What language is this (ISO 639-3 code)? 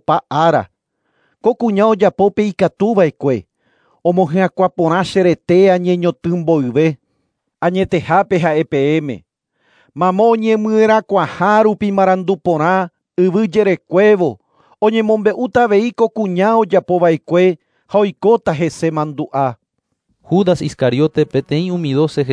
grn